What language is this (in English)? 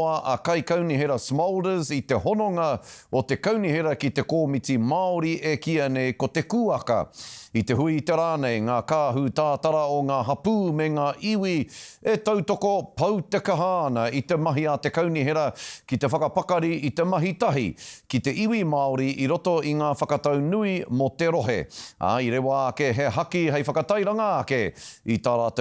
Māori